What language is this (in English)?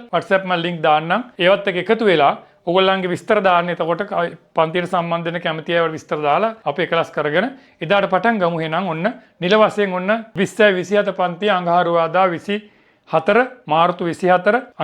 Sinhala